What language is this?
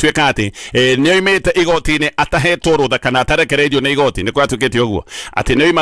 Kikuyu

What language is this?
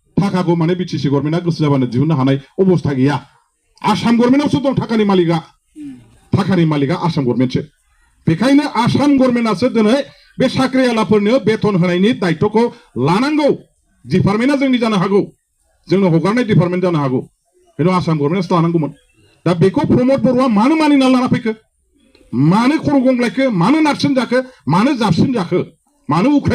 Bodo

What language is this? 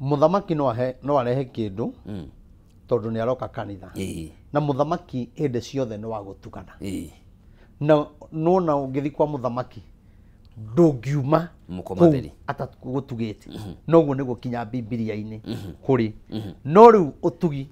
Kikuyu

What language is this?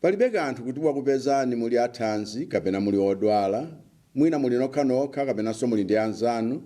Nyanja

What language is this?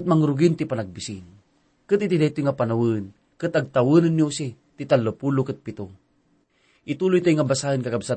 Iloko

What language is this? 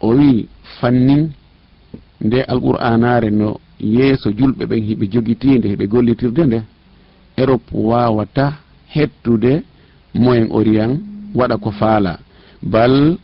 Fula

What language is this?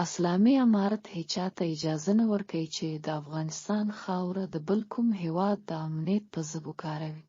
Pashto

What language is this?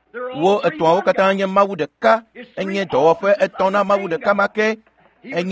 Ewe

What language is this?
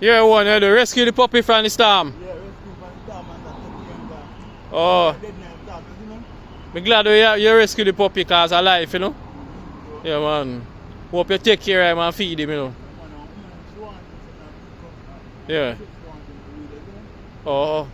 Jamaican Creole English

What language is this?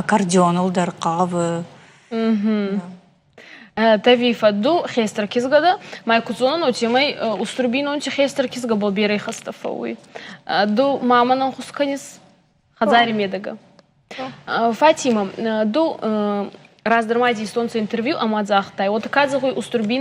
Ossetic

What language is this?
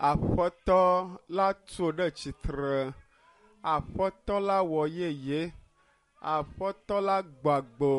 Ewe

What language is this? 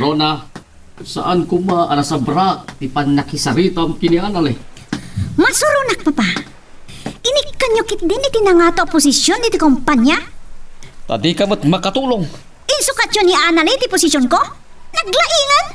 Iloko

